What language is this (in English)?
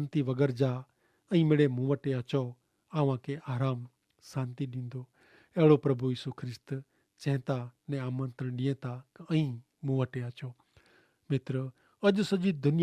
Kachhi